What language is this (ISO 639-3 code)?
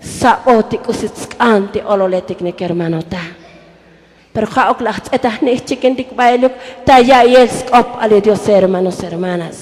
tzo